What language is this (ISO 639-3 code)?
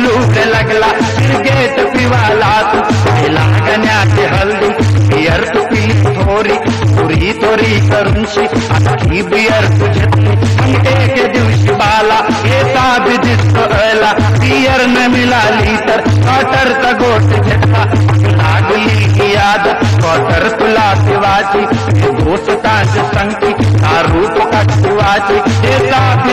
mar